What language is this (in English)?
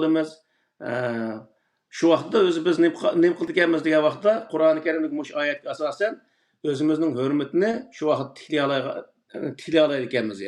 Uyghur